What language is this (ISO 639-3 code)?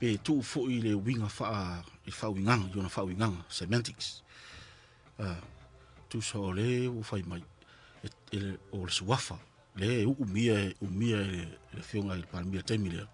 smo